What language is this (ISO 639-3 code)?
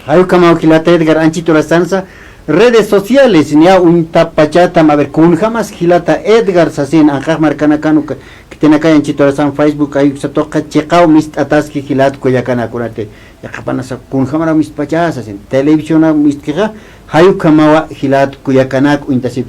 aym